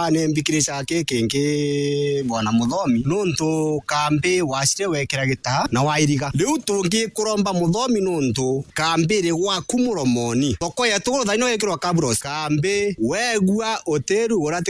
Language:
Meru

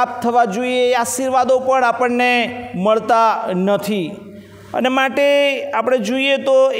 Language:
Gujarati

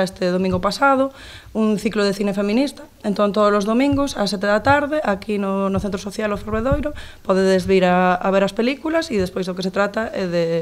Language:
Galician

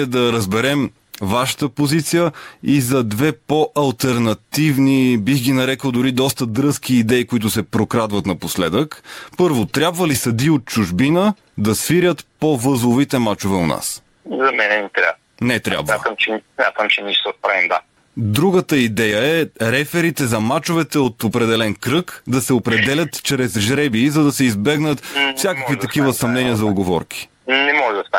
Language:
Bulgarian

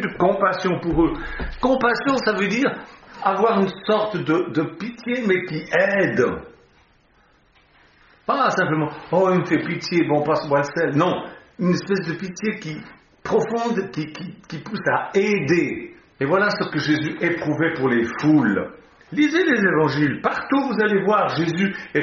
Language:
French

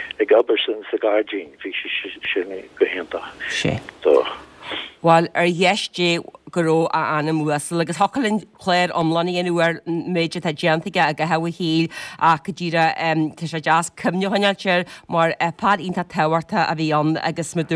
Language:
Irish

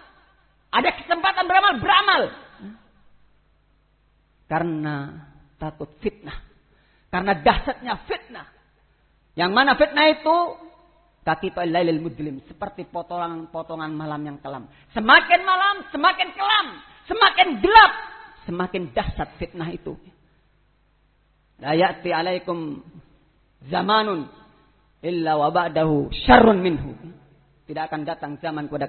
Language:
Indonesian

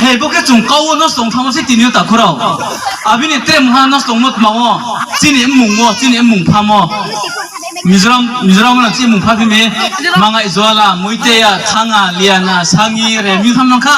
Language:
Riang (India)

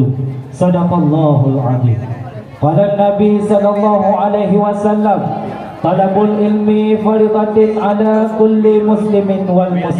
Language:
Achinese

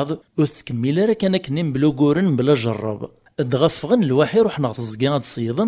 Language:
Kabyle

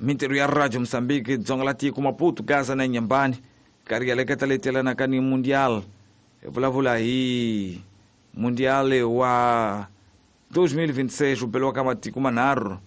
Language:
Tsonga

